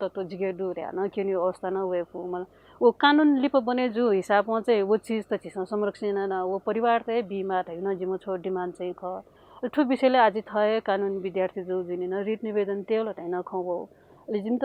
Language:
Newari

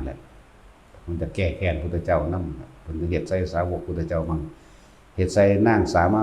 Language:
Northeastern Thai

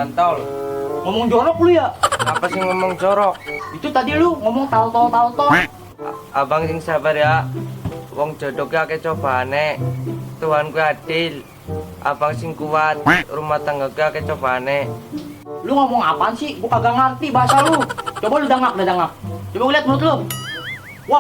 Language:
Betawi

